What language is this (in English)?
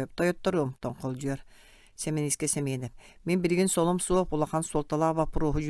Yakut